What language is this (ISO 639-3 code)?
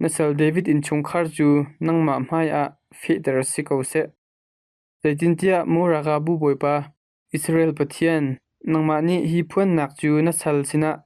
cnh